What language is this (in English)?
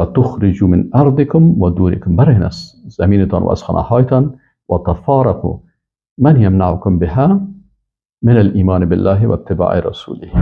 Persian